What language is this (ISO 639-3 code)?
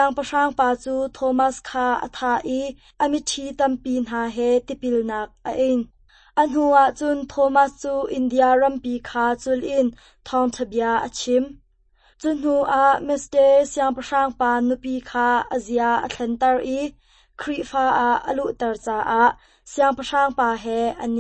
cnh